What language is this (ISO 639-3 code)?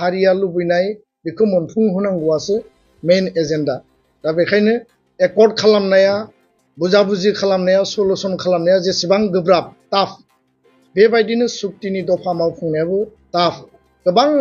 brx